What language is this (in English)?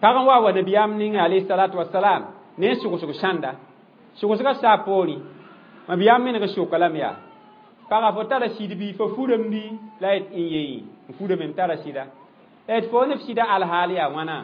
Mossi